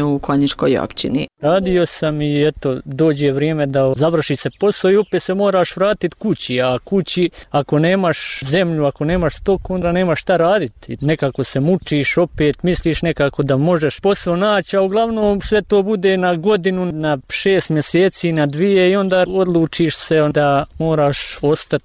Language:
Bosnian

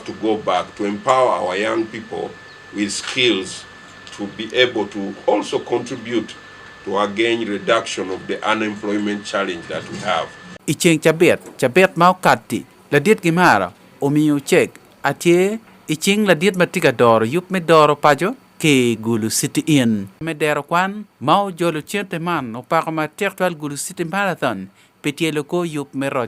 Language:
Acoli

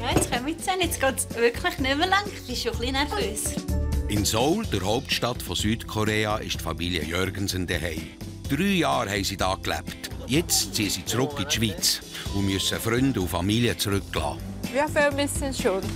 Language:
Swiss German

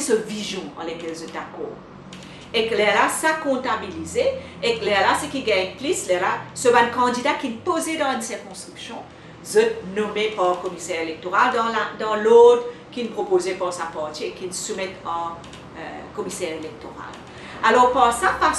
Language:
Morisyen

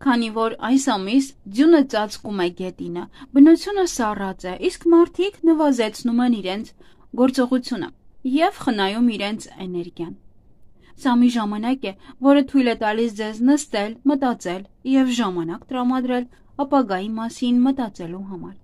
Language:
Armenian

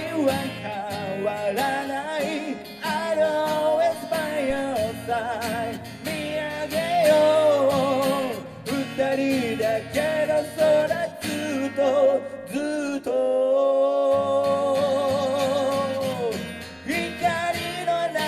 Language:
Japanese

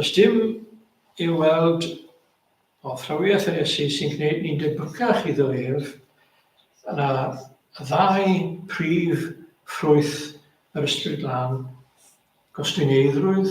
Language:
Welsh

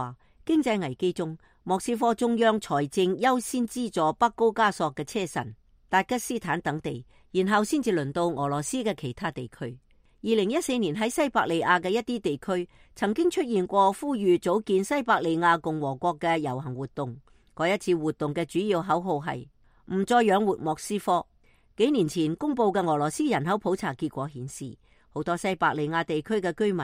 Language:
Cantonese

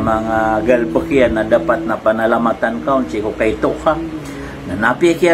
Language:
Maranao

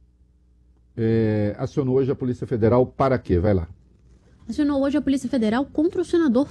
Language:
Portuguese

